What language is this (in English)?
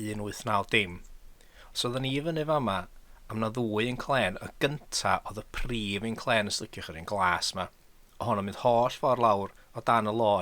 Welsh